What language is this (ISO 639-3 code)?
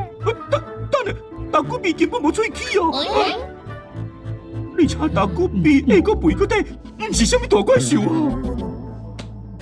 nan